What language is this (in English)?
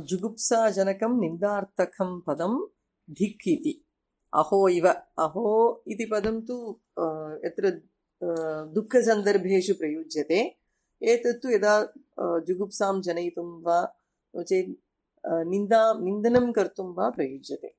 Sanskrit